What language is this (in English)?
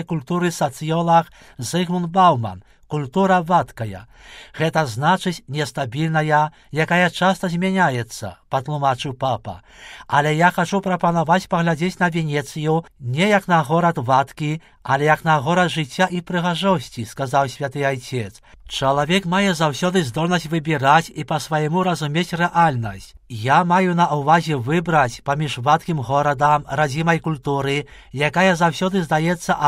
Belarusian